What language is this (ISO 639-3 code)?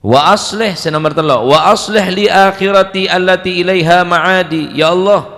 mad